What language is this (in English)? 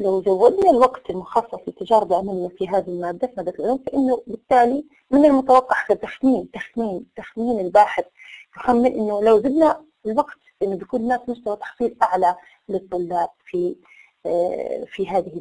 Arabic